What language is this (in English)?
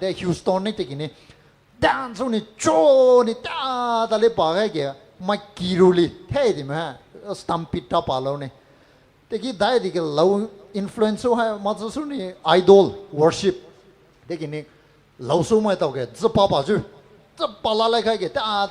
Poumei Naga